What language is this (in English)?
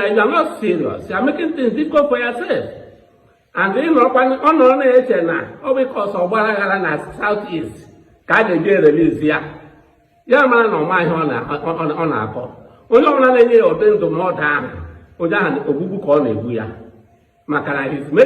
Igbo